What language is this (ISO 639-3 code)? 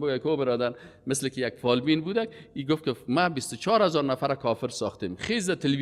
fas